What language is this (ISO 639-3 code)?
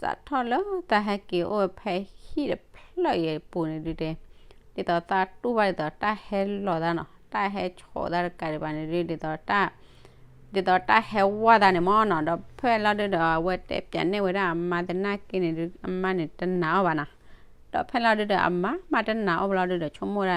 ksw